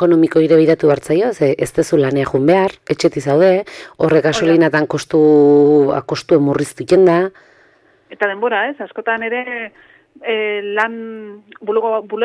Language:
Basque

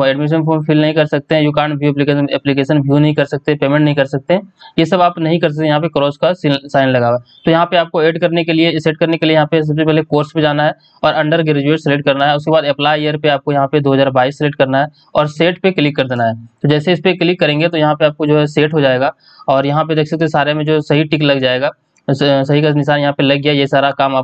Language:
Hindi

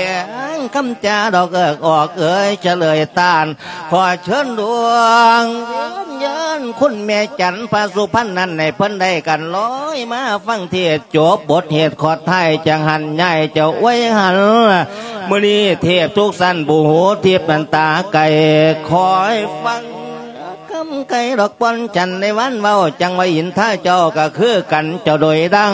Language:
Lao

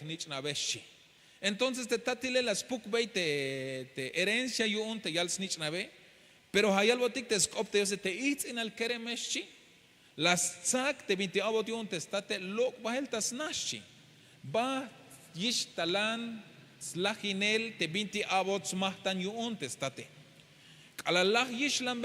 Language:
Tzeltal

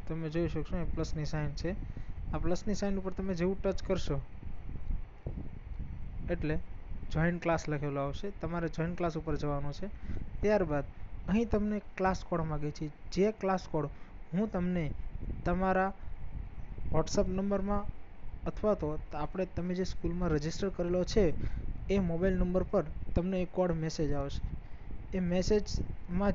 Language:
Gujarati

